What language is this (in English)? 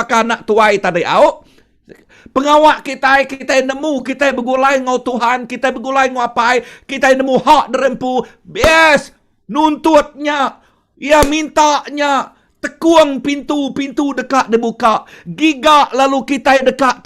Iban